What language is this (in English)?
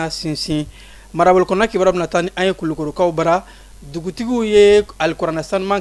Bambara